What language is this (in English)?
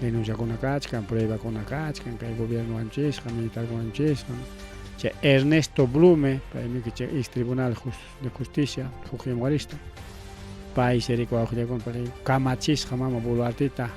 Ayacucho Quechua